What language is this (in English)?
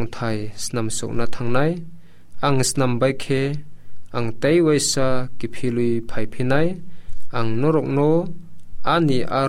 Kok Borok